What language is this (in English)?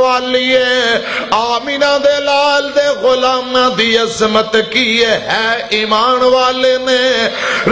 Western Panjabi